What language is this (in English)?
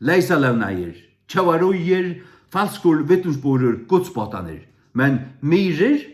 Faroese